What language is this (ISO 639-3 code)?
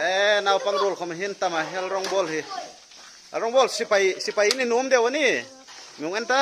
hmr